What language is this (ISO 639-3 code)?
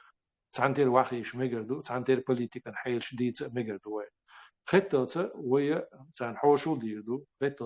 che